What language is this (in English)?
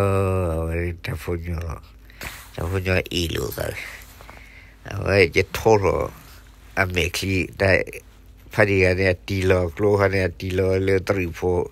S'gaw Karen